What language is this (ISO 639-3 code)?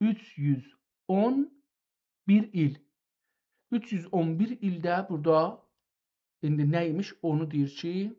azb